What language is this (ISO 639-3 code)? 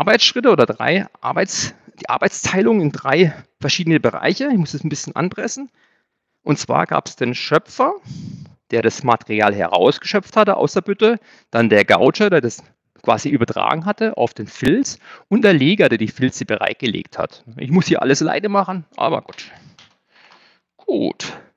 deu